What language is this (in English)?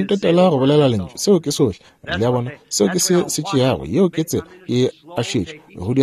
Northern Sotho